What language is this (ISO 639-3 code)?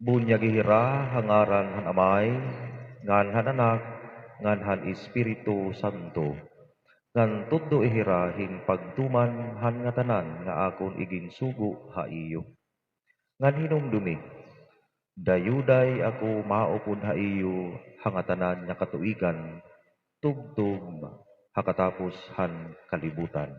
war